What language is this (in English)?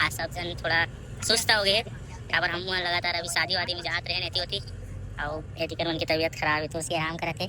Chhattisgarhi